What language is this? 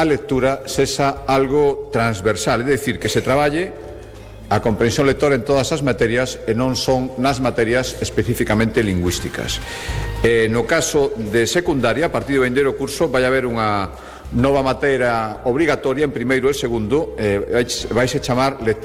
Galician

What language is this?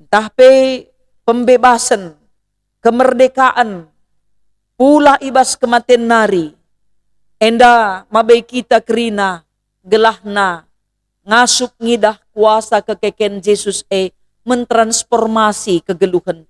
Batak Karo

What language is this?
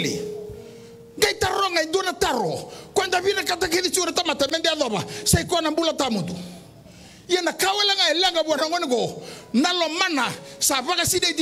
Fijian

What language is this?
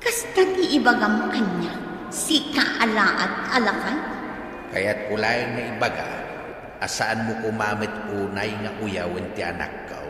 Iloko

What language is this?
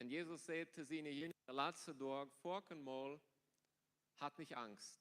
Plautdietsch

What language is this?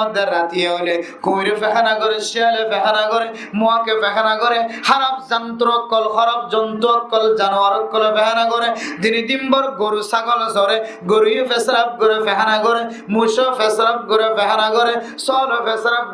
Rohingya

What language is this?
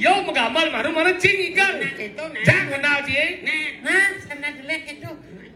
Balinese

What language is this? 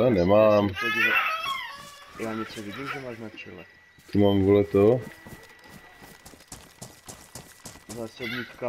Czech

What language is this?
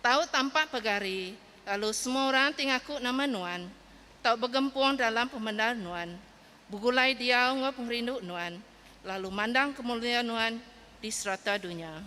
Iban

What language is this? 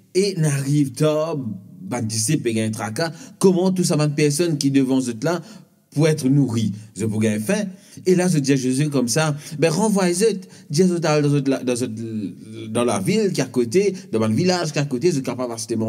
Morisyen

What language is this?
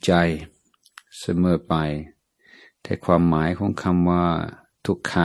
Thai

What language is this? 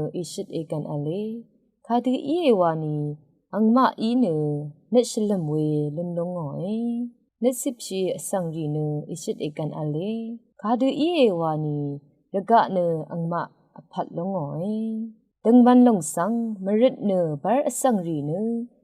Rawang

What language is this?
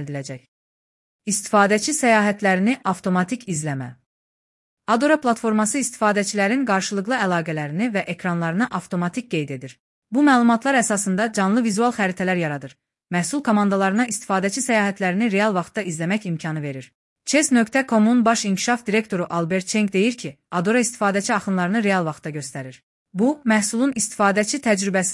Azerbaijani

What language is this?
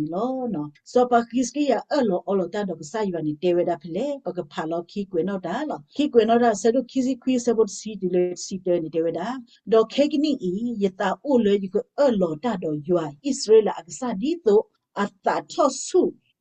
S'gaw Karen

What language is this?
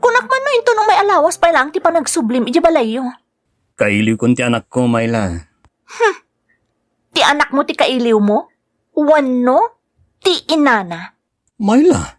Iloko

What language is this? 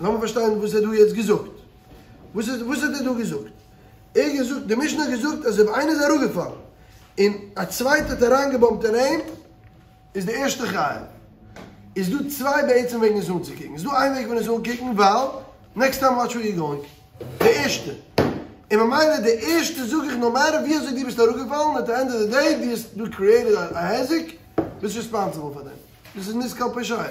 Yiddish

